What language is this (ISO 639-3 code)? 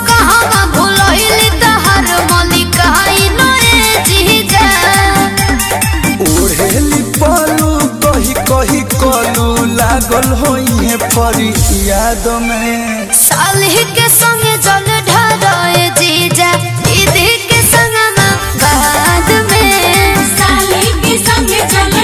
bho